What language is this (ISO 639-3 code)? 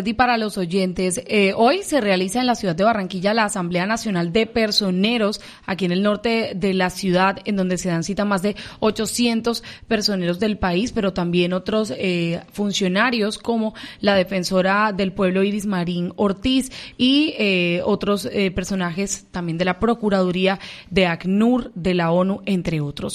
spa